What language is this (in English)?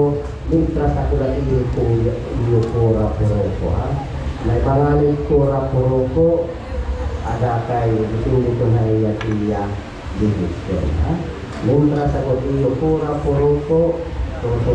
Waray